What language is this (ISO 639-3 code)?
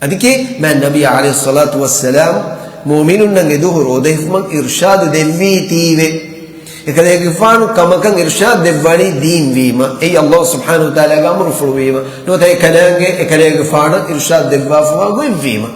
div